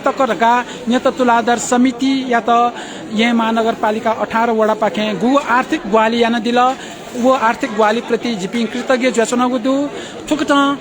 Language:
Newari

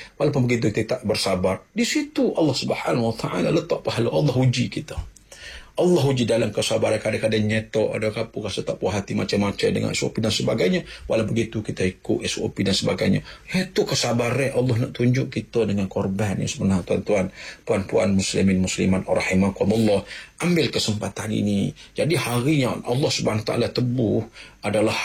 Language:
Malay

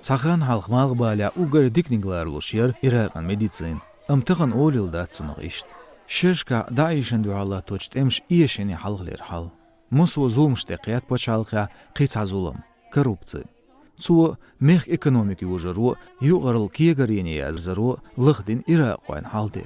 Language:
Chechen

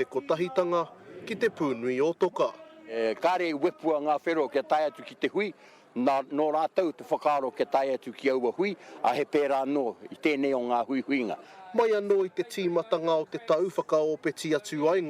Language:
Māori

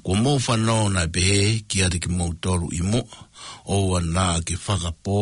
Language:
Tongan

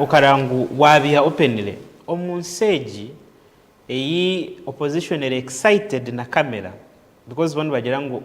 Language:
Nyankole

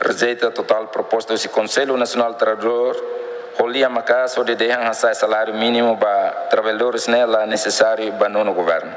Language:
Tetum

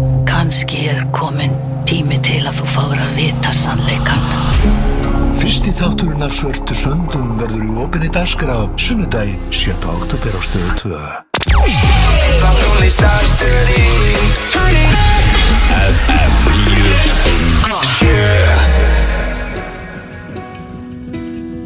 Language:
Icelandic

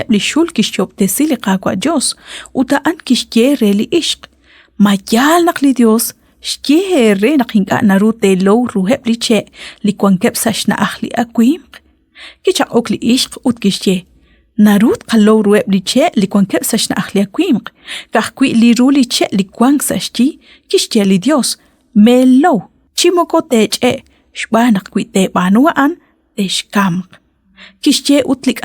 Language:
Kekchí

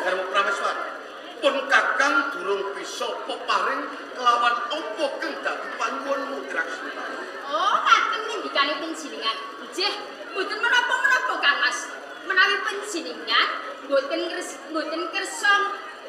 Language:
Javanese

